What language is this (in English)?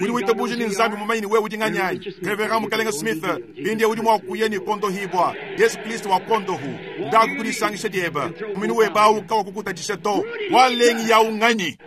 Luba-Lulua